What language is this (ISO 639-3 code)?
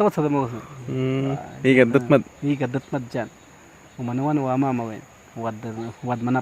kwi